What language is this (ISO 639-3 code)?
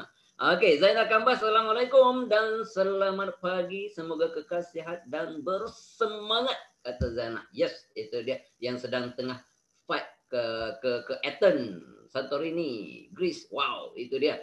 msa